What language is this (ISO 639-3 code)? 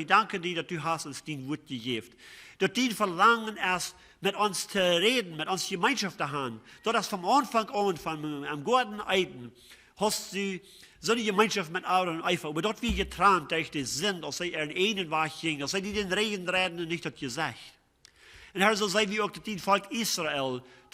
pdt